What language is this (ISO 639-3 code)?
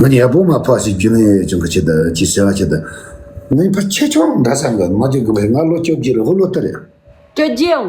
bod